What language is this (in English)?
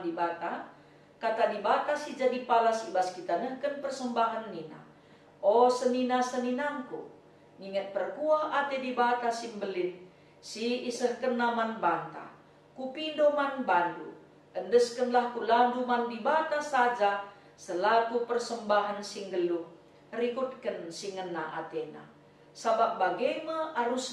Batak Karo